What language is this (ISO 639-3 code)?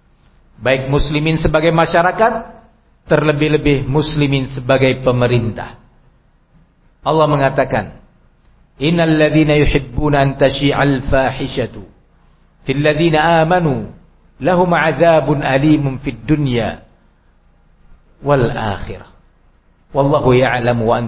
ind